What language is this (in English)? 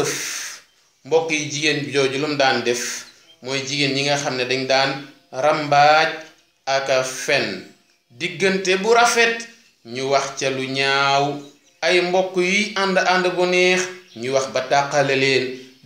Wolof